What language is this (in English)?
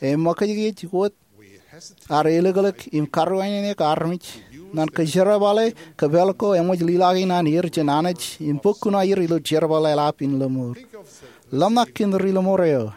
Marshallese